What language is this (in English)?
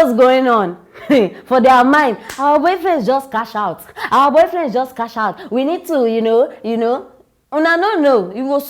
Nigerian Pidgin